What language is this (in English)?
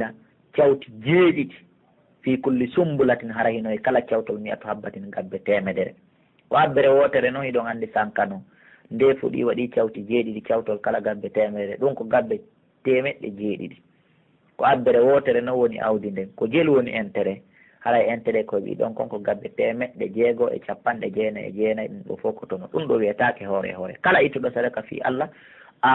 Pular